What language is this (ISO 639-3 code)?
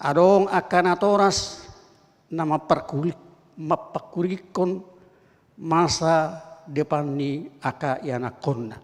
bbc